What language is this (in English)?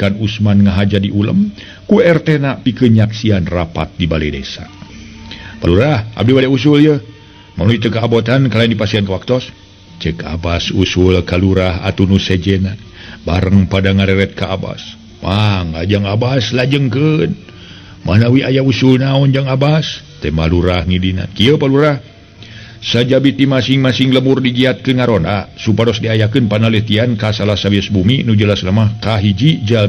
Sundanese